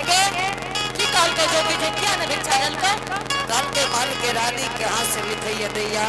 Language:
Angika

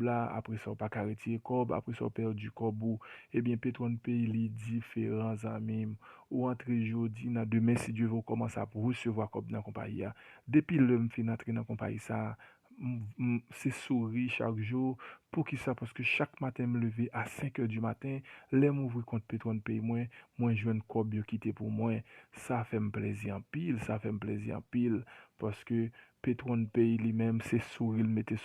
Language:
Haitian Creole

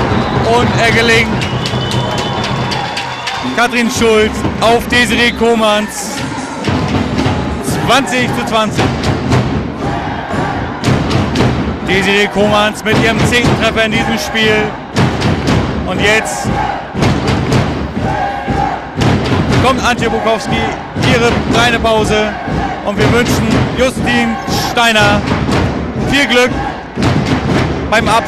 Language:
German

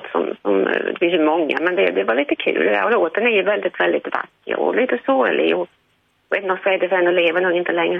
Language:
Swedish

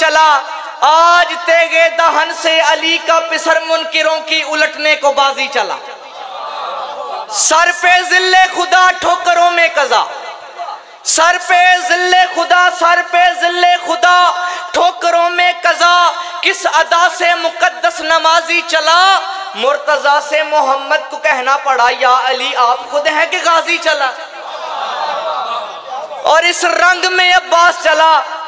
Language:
Urdu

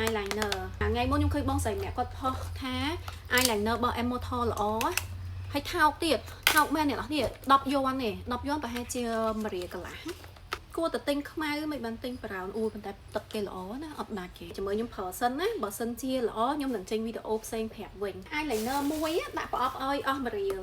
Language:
Khmer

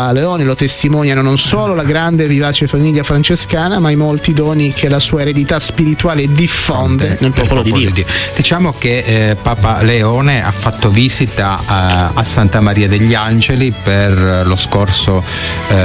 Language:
Italian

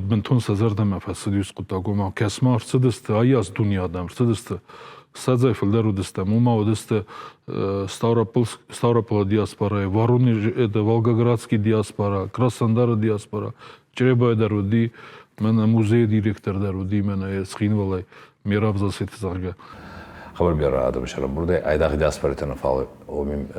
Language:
Ossetic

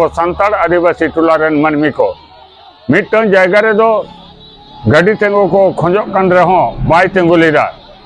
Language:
Santali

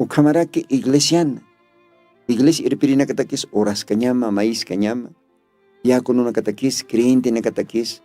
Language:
Aymara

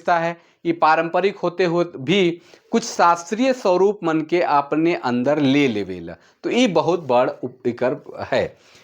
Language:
Sadri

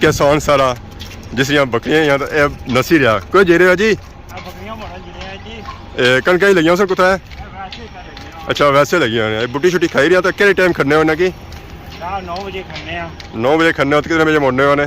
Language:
Pahari-Potwari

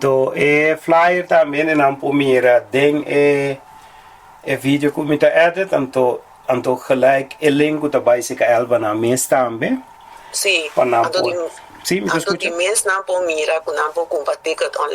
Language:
Papiamento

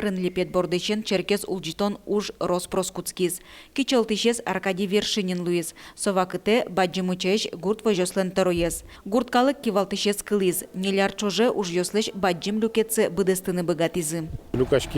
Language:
Udmurt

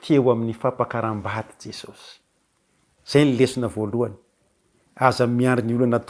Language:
Malagasy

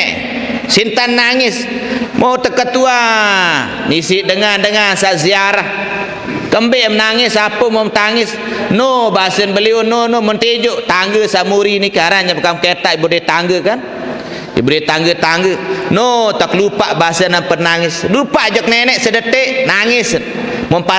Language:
Sasak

